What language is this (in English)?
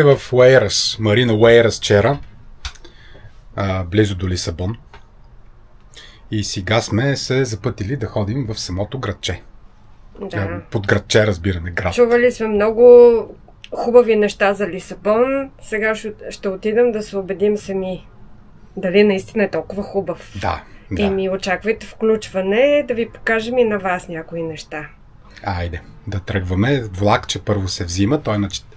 Bulgarian